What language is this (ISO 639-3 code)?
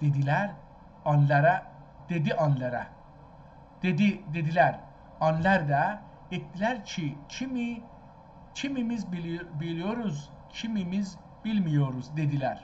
azb